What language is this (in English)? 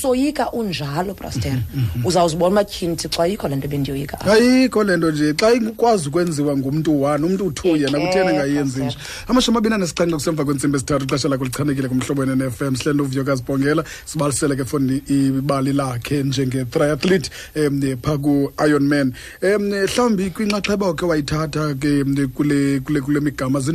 Xhosa